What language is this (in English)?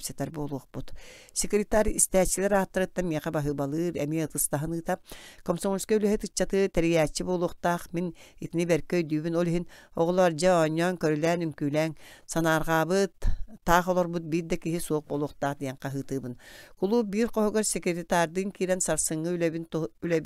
Yakut